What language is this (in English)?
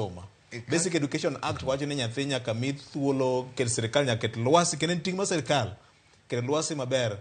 Luo (Kenya and Tanzania)